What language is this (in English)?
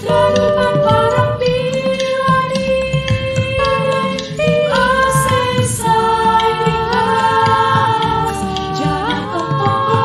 Batak Simalungun